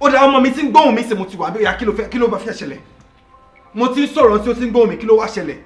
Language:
Yoruba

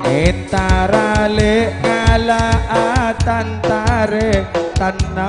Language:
Madurese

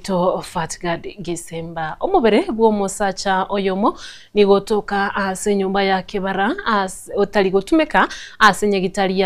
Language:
Gusii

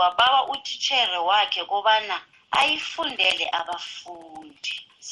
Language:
South Ndebele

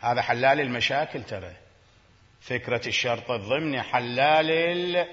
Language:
Mesopotamian Arabic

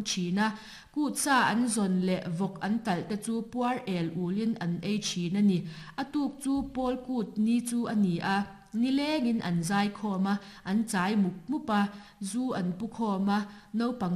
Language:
Mizo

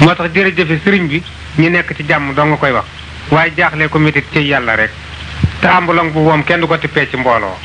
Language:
Wolof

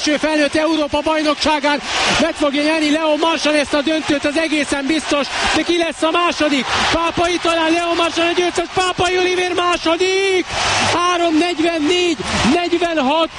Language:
Hungarian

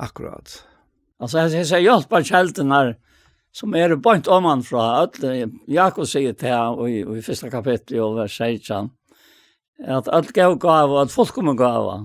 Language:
Faroese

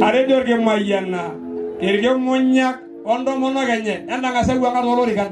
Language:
Masai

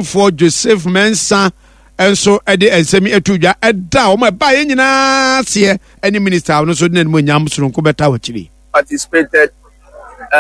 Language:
Akan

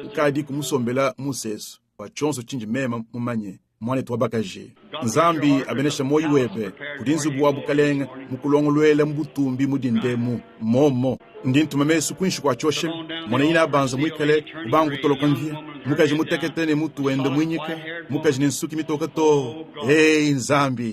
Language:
Luba-Lulua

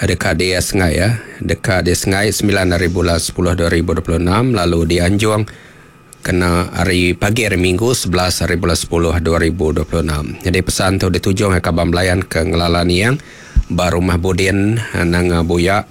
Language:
Iban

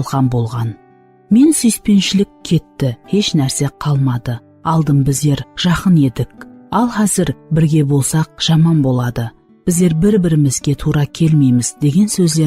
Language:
Kara-Kalpak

